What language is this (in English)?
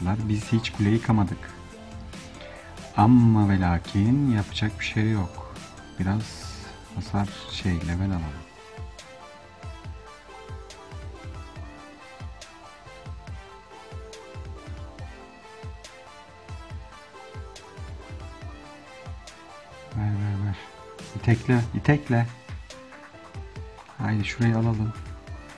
Turkish